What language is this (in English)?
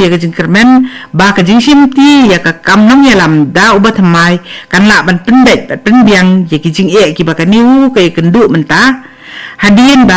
Khasi